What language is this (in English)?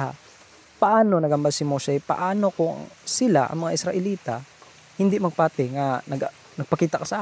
Hiligaynon